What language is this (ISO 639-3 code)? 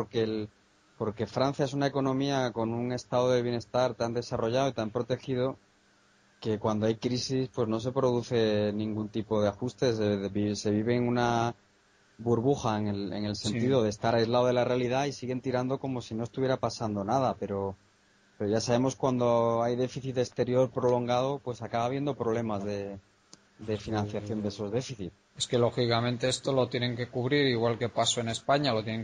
spa